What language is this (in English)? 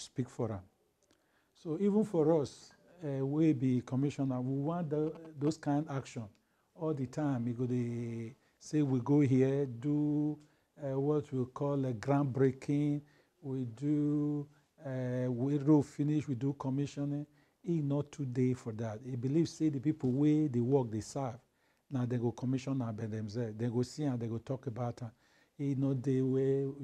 Nigerian Pidgin